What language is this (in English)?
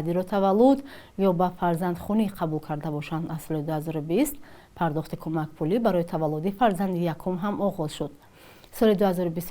Tajik